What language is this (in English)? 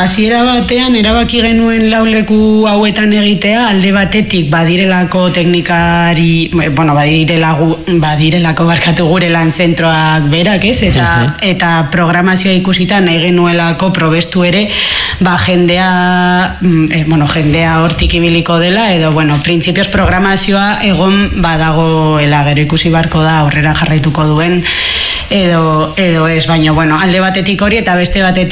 Basque